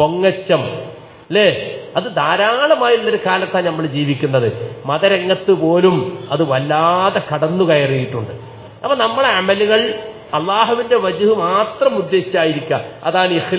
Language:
Malayalam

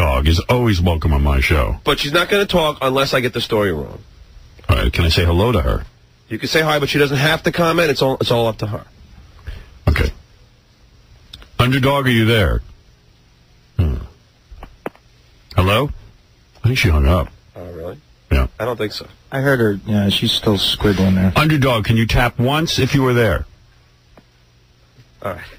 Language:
English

